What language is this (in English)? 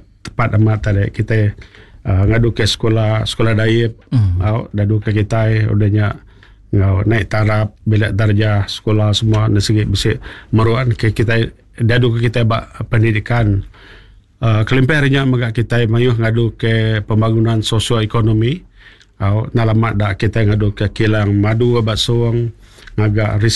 Iban